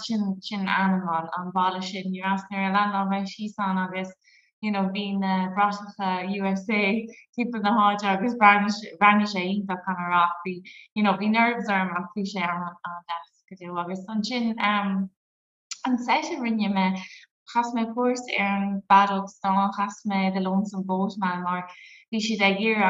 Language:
Irish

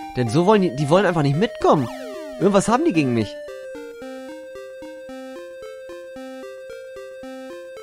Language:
German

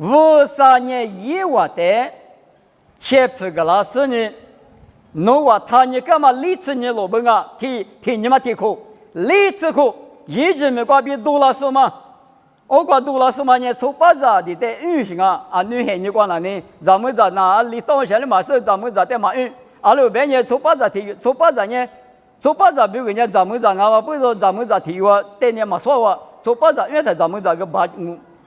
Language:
Lisu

